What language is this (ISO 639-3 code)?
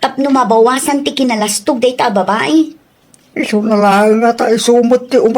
ilo